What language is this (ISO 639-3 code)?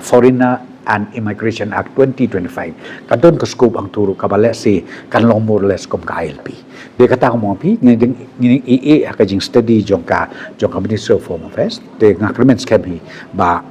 kha